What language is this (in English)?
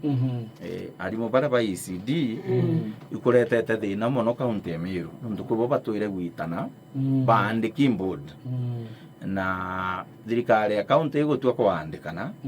Meru